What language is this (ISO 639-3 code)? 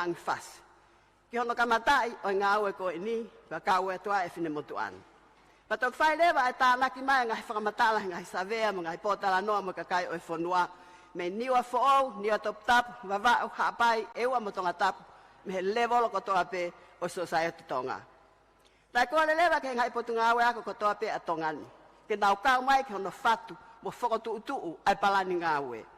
ton